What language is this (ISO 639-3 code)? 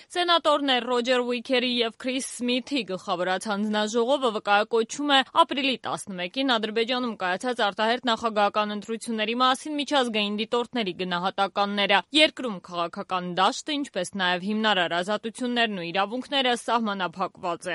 hye